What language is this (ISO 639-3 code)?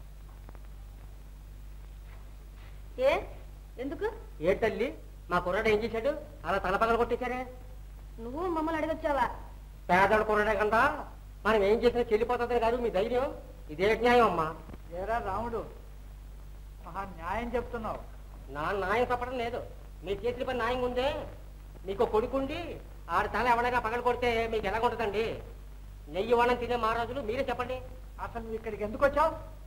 tel